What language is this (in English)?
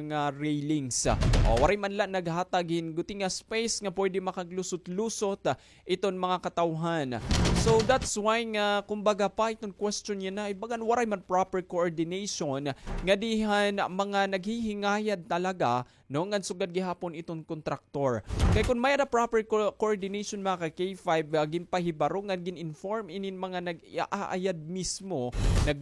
Waray